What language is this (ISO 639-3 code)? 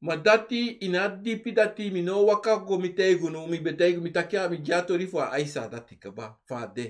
srn